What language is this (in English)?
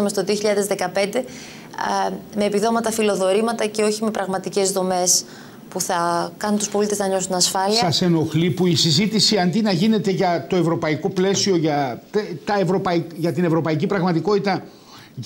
Greek